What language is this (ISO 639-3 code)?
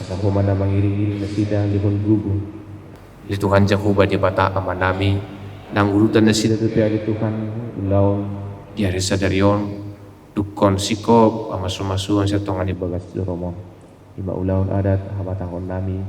bbc